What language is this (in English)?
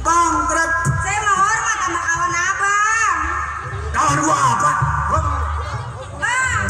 Betawi